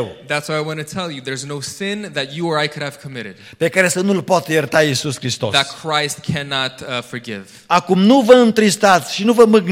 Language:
Romanian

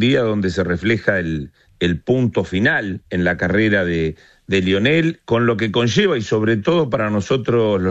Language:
Spanish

